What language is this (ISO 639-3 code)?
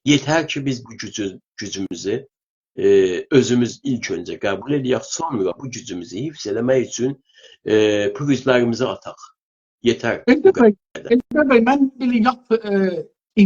azb